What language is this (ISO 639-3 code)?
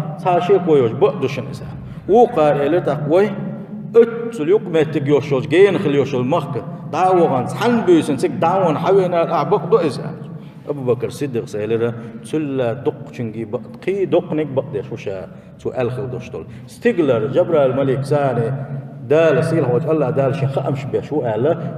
che